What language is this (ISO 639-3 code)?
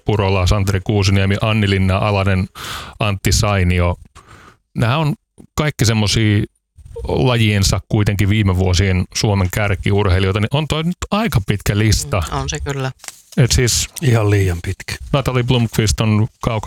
fin